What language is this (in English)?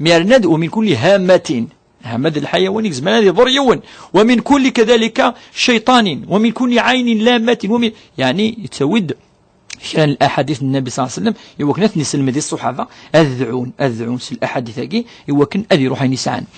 Kabyle